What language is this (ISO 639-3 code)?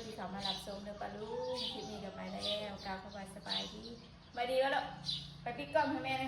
tts